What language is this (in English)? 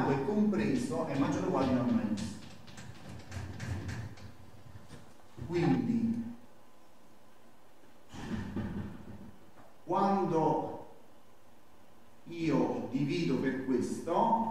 Italian